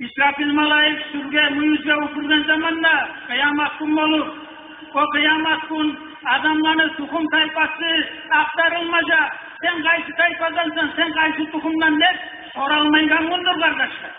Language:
Kumyk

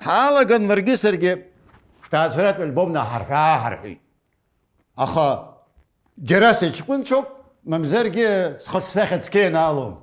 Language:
Abkhazian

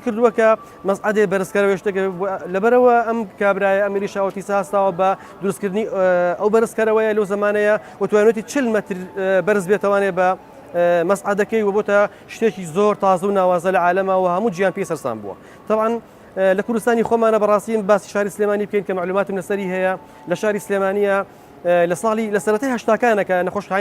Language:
Central Kurdish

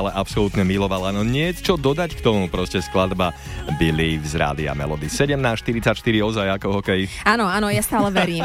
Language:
Slovak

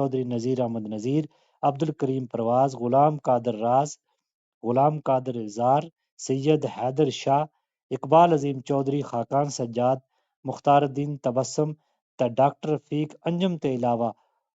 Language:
Gujari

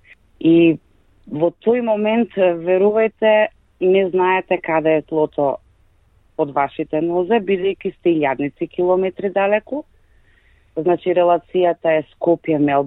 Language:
Macedonian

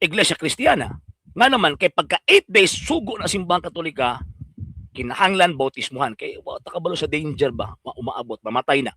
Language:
Cebuano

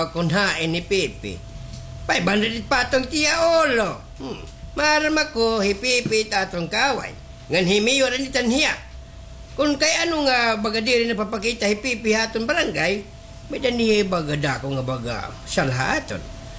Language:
Waray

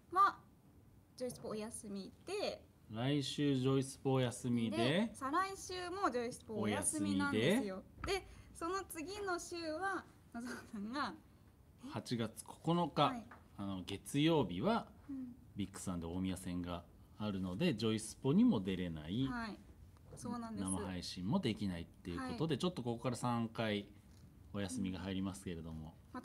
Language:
Japanese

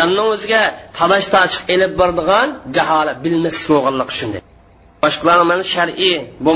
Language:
Uyghur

